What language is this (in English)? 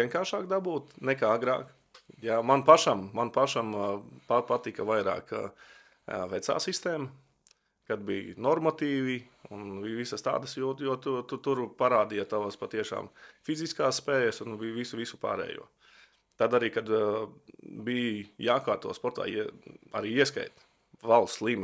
Latvian